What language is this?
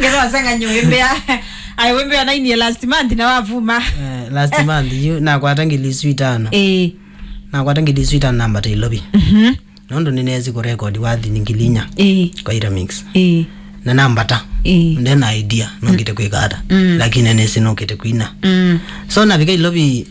Kamba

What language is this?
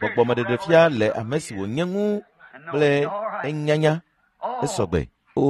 Ewe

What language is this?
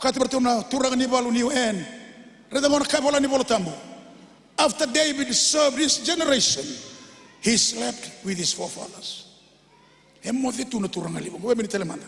Fijian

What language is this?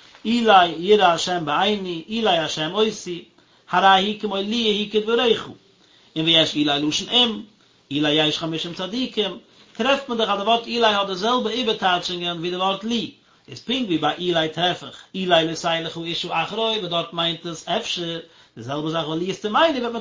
Yiddish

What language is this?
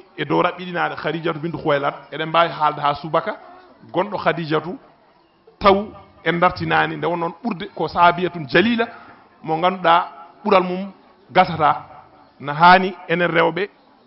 Fula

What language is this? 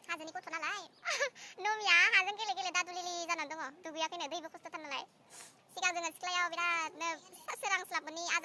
Bodo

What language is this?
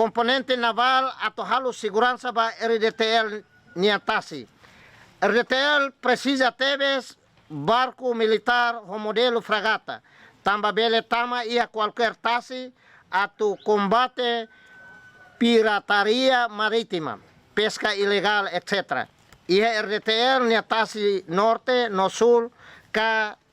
Tetum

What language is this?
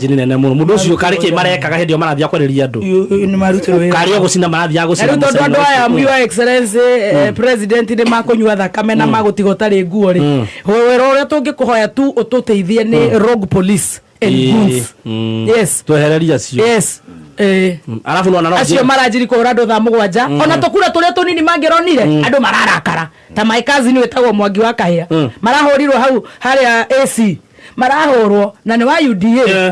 Kikuyu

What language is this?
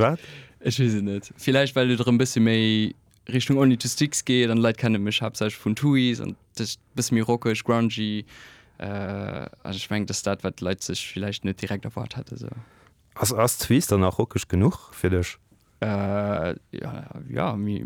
Luxembourgish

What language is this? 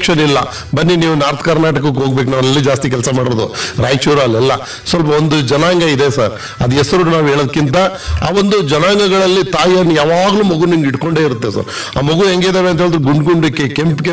Kannada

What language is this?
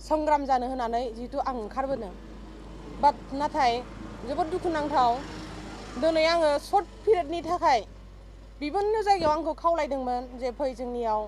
Bodo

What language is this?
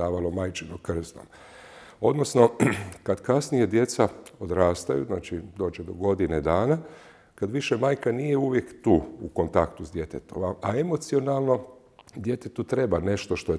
Croatian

